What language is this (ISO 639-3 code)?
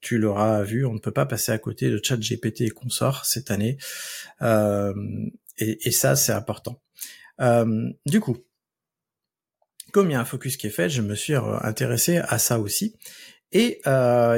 fra